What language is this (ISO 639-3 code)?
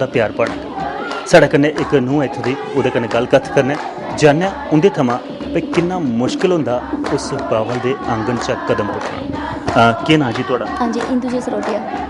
doi